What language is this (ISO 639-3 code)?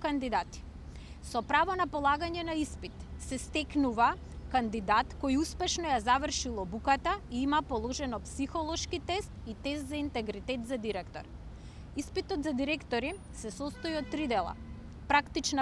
mkd